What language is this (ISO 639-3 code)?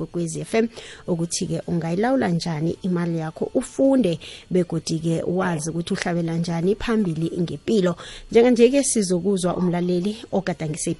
nbl